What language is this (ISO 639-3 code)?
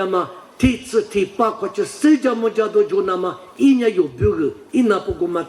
lis